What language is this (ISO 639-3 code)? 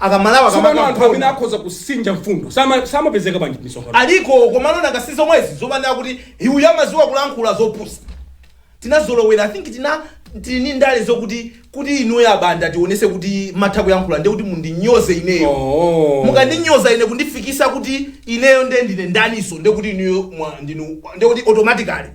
nya